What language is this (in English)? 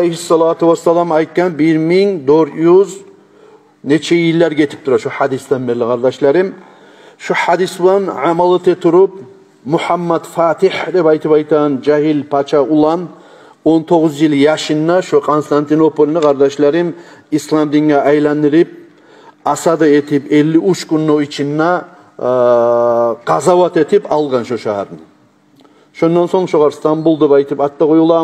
Kumyk